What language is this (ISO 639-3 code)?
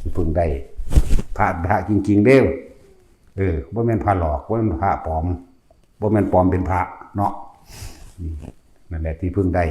lao